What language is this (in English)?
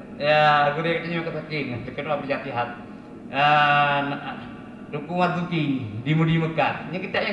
Achinese